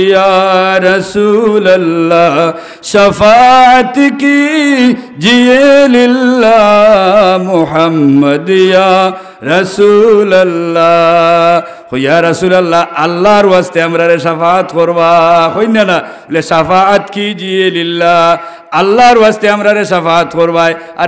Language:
Sylheti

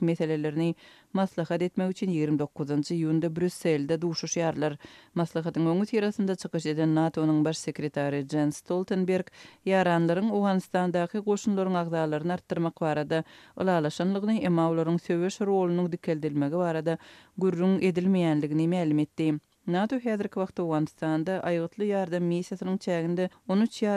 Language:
Turkmen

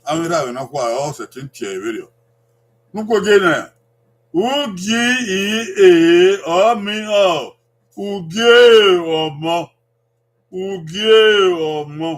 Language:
Bini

